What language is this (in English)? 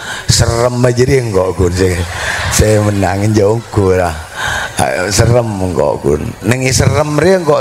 Madurese